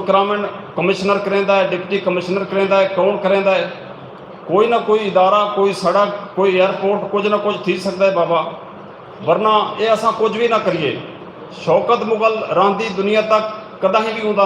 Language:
Saraiki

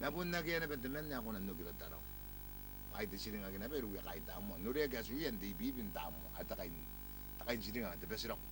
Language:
Gilbertese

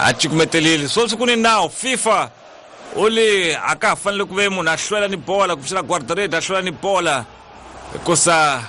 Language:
Tsonga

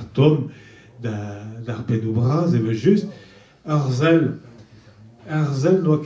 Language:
Breton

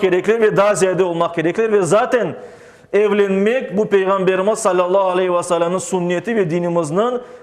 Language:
Crimean Tatar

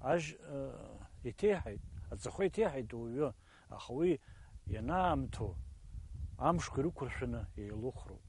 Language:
Abkhazian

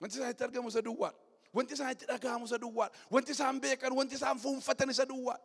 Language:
Oromo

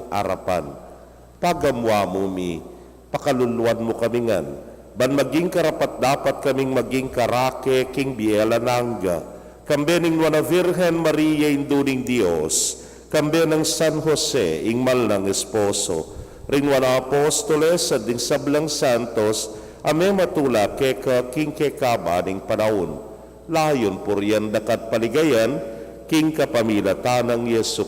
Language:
Pampanga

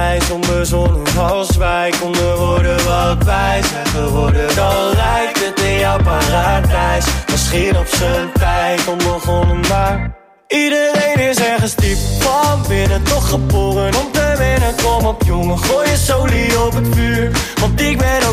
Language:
Dutch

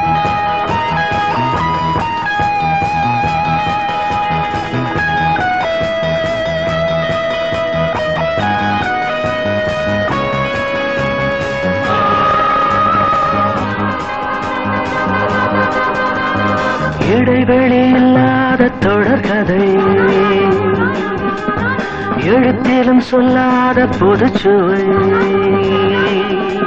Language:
Tamil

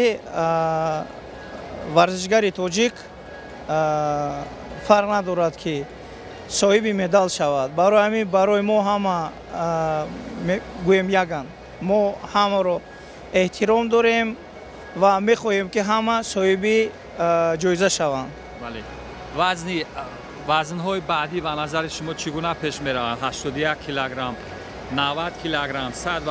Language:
Tajik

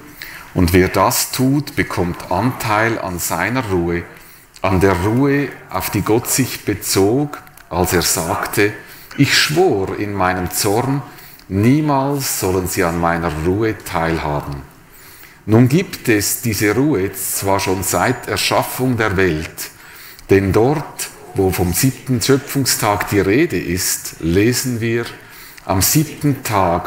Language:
Swiss German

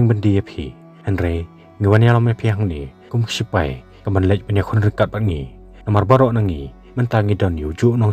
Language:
Khasi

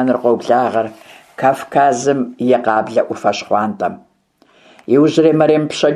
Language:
Kabardian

